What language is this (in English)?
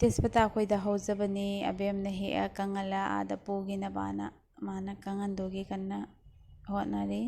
Manipuri